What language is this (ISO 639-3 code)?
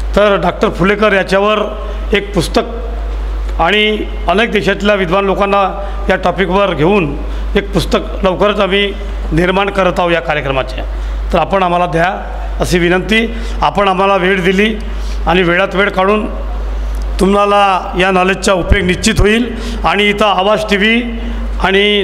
mar